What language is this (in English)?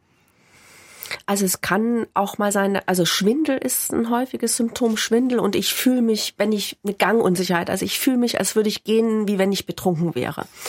German